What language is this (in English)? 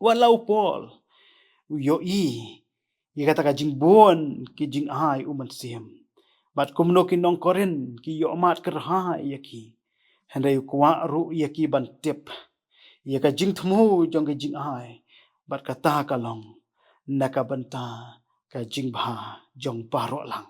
Khasi